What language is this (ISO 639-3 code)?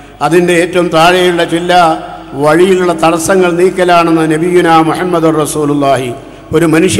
mal